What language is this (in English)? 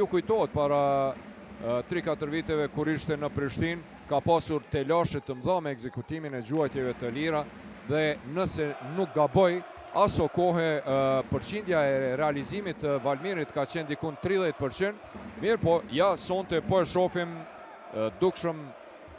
Albanian